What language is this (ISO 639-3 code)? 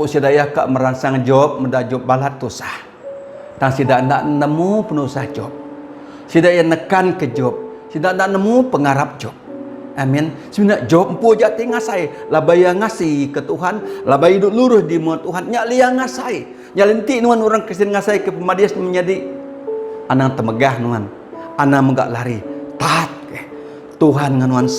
iba